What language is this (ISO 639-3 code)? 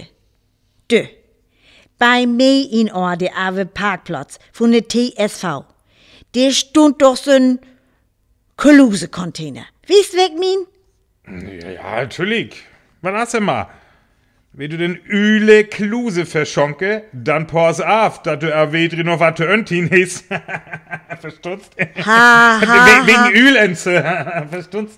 frr